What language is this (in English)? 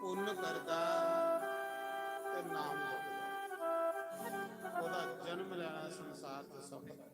Dogri